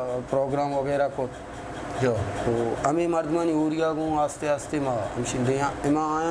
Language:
Eastern Balochi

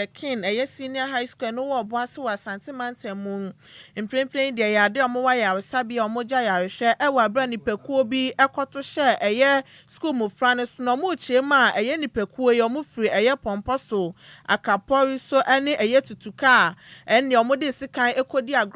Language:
Akan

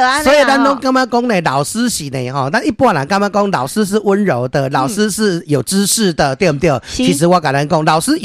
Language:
Min Nan Chinese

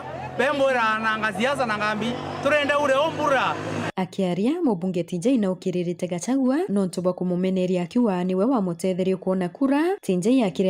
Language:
Meru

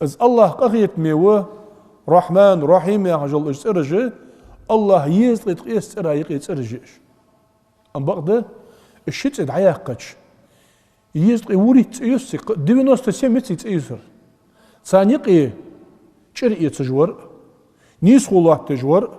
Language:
Ingush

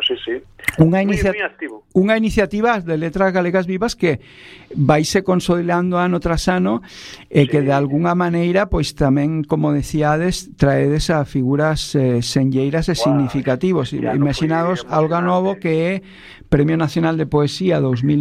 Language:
Galician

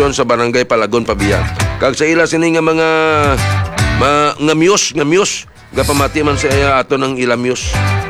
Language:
Hiligaynon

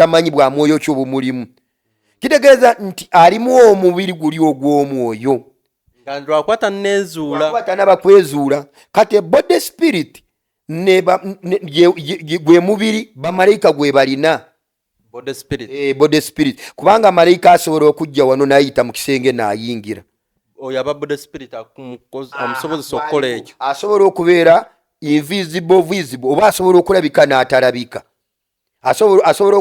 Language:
Ganda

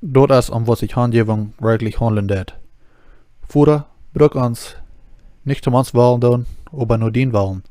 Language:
Plautdietsch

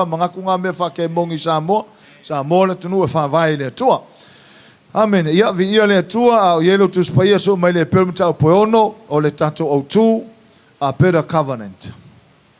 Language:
Samoan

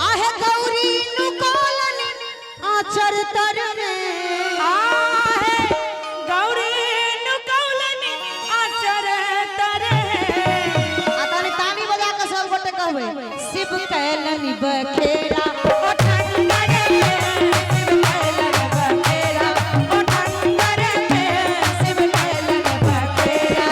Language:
Maithili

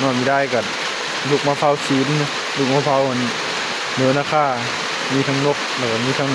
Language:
Northeastern Thai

